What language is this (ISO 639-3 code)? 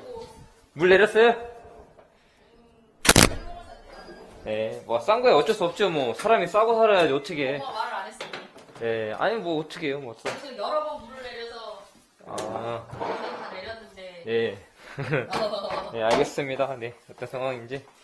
kor